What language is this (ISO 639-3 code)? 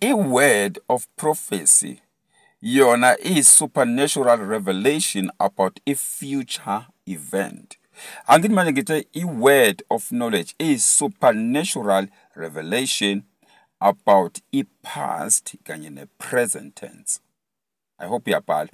zul